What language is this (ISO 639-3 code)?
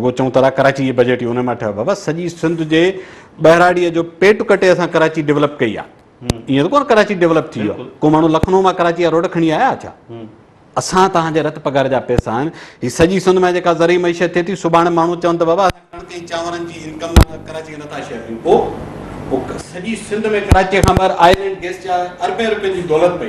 snd